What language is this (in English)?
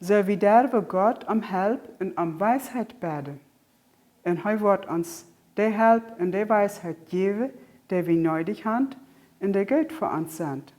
Plautdietsch